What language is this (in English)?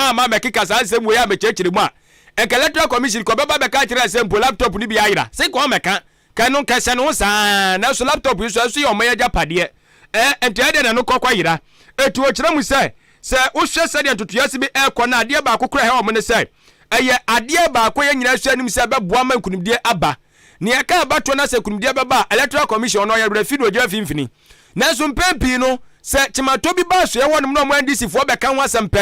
Akan